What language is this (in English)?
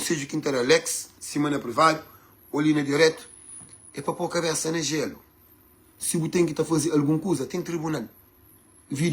Kabuverdianu